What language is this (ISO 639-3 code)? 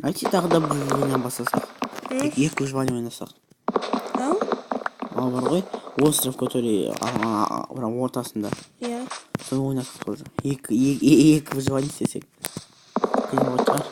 kaz